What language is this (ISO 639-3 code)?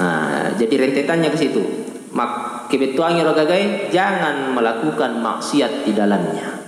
bug